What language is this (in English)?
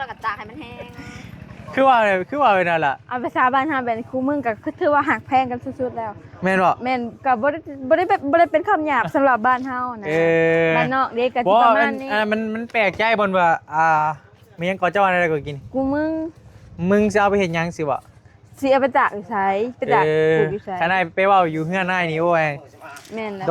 Northeastern Thai